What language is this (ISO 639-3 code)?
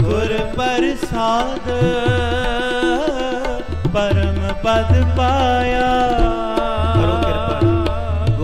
pan